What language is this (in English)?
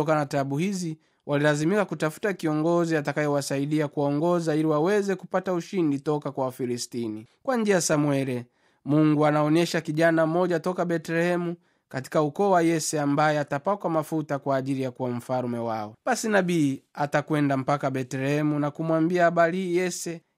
Swahili